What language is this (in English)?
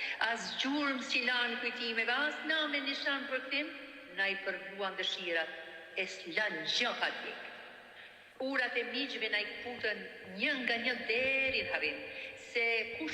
Albanian